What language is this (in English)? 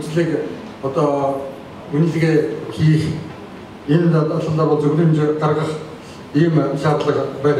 Mongolian